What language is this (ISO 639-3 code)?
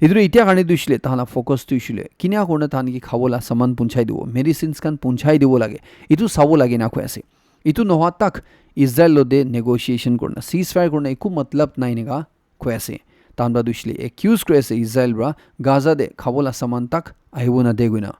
nag